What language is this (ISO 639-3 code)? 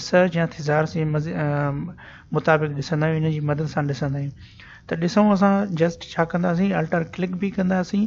snd